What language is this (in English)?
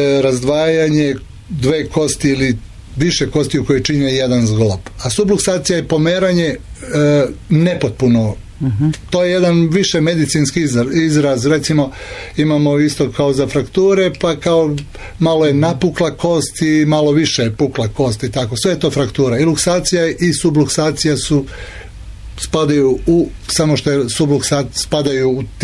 Serbian